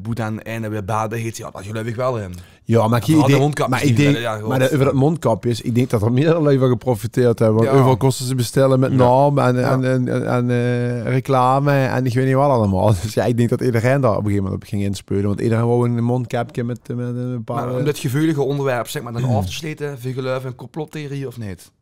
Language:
Limburgish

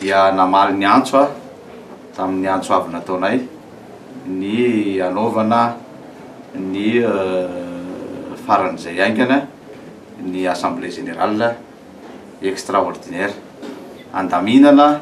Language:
Malagasy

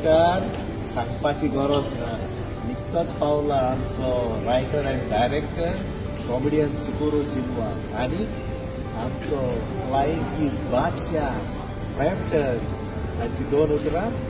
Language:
Konkani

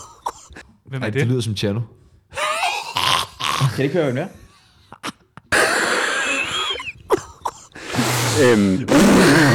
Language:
Danish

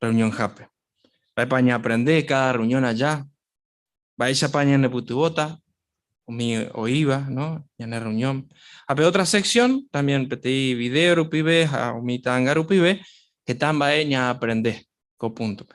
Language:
Guarani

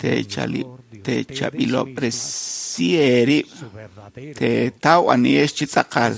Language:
Kekchí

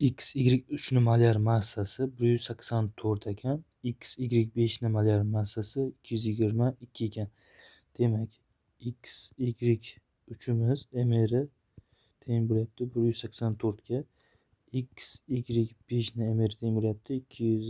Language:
Uzbek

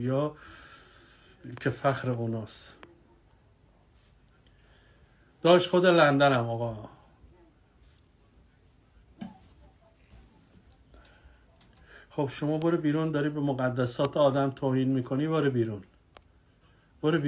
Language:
Persian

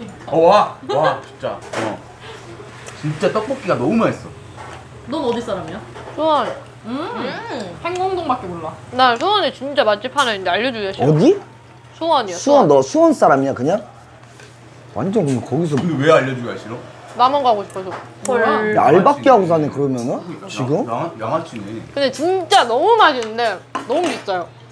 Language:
Korean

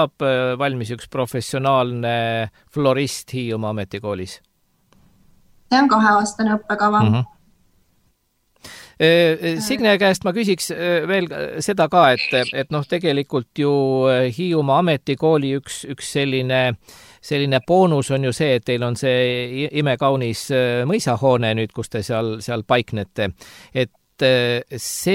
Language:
Estonian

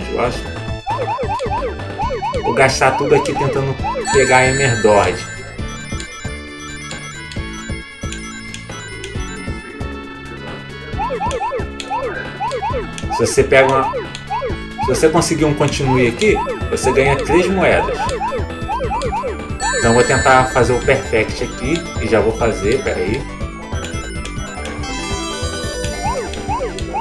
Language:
Portuguese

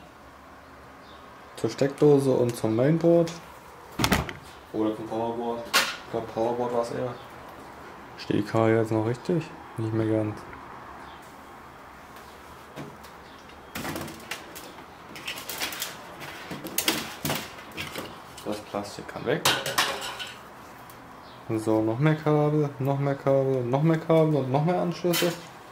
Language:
German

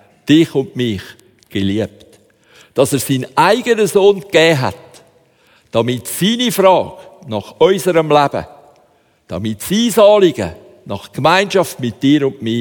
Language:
German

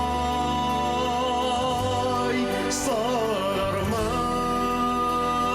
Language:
Bashkir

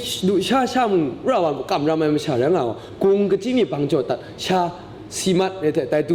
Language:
Kachin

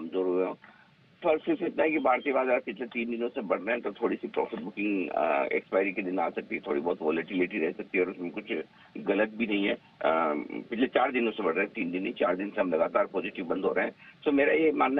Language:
Hindi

